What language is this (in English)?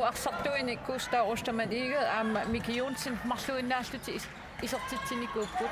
Kalaallisut